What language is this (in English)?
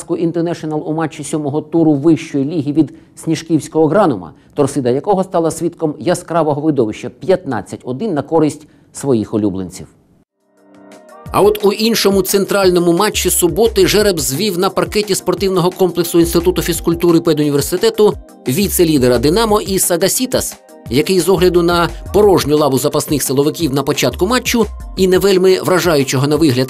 Ukrainian